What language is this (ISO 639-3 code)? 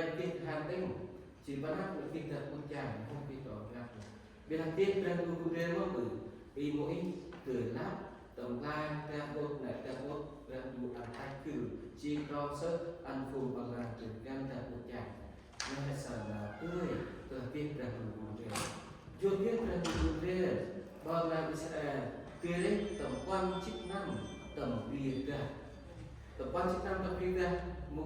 cmo